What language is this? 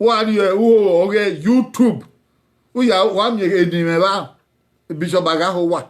Bini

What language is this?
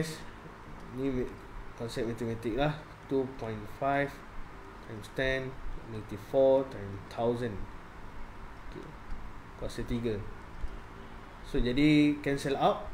Malay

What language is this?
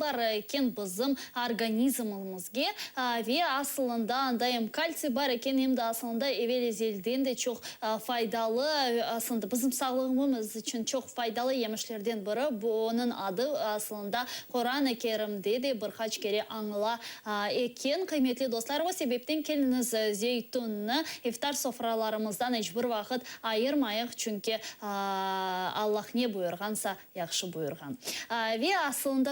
Crimean Tatar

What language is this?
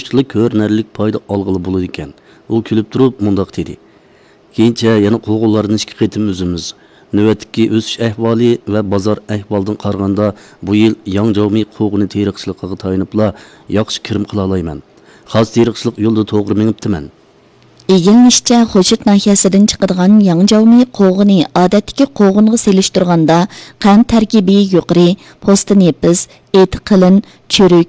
Uyghur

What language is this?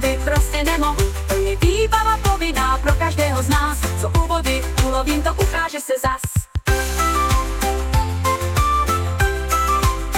Czech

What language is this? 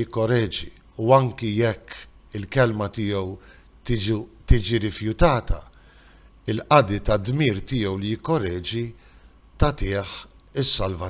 Maltese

